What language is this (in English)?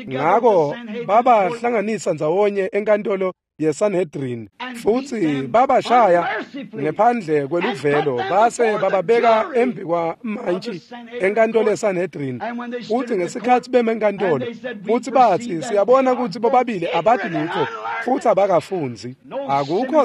Swati